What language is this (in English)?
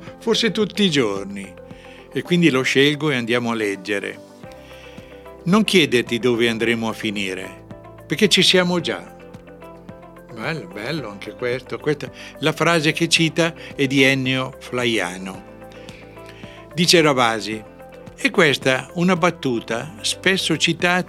Italian